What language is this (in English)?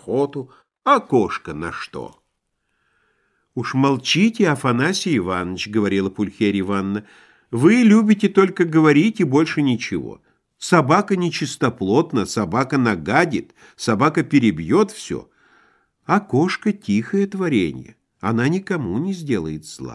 Russian